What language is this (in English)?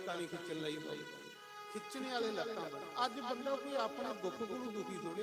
Dogri